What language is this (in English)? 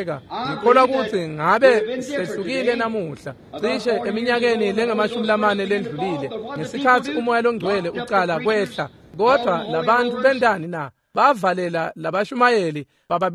Swati